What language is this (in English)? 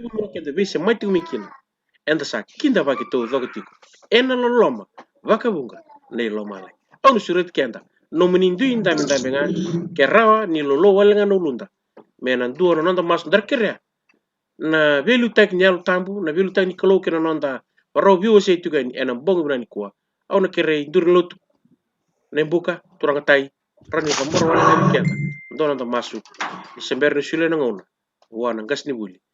Fijian